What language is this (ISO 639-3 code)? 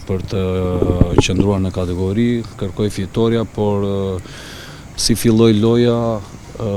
sqi